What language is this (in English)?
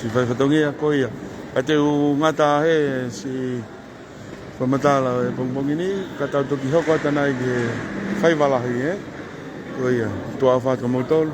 Tongan